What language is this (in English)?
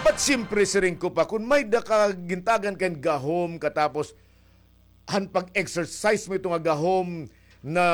Waray